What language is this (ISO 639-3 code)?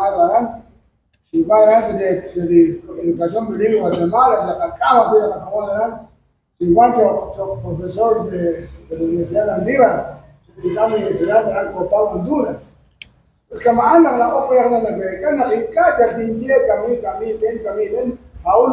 kek